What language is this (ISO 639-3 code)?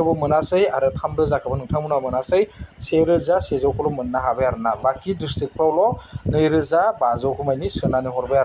brx